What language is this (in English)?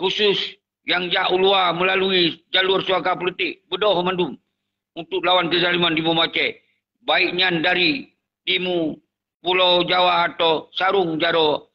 Achinese